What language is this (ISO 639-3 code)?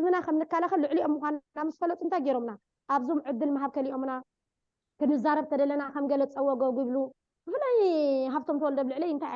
tir